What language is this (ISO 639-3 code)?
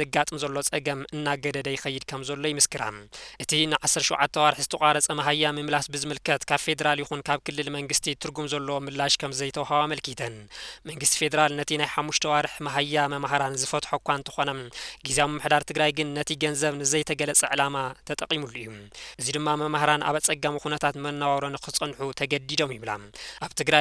tir